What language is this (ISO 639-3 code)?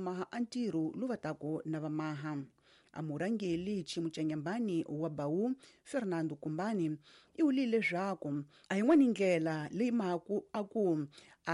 tso